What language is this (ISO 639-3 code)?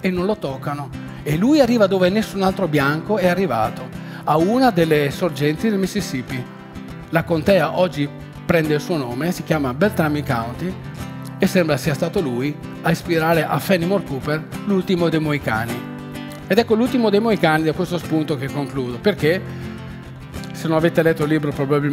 ita